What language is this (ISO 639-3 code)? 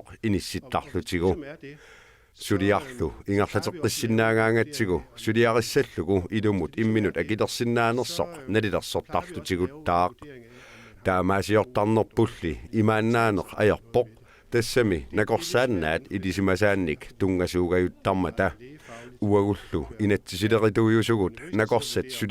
kal